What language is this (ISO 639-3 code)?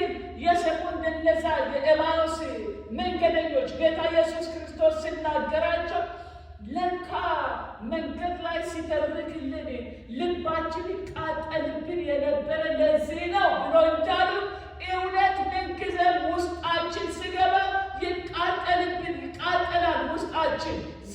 amh